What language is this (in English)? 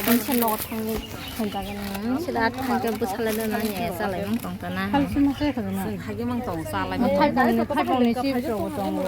Kok Borok